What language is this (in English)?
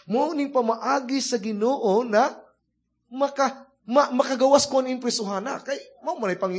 Cebuano